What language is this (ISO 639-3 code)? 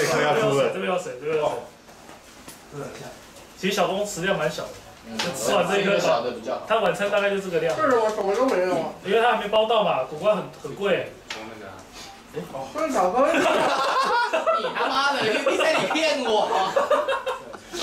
zho